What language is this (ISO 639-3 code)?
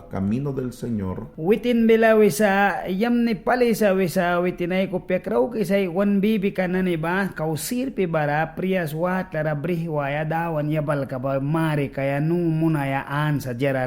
miq